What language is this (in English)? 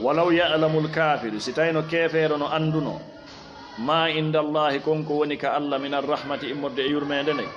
Fula